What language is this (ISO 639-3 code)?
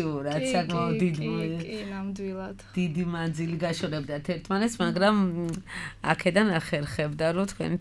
kat